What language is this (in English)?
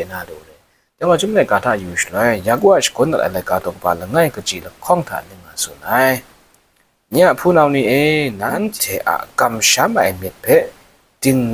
Kachin